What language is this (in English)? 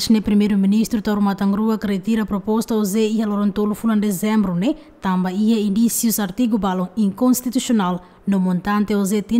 Tetum